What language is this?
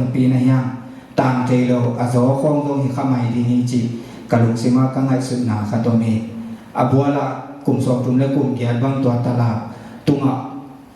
Tedim Chin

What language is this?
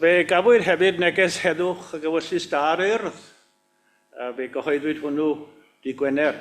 Welsh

